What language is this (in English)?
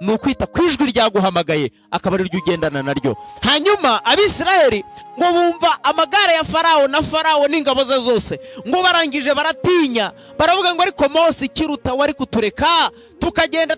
Kinyarwanda